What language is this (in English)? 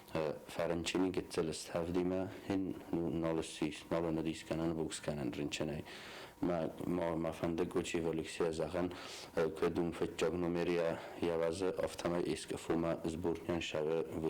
Ossetic